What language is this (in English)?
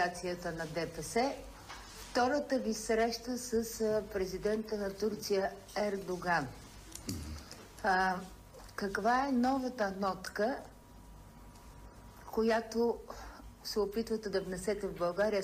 Bulgarian